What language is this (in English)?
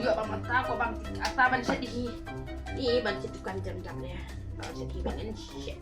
Khasi